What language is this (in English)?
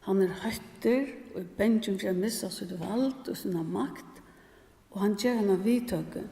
Faroese